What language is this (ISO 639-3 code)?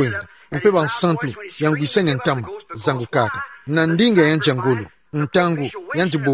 ktu